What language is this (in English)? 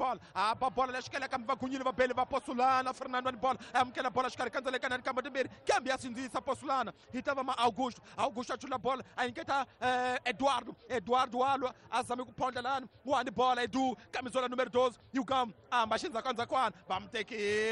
Tsonga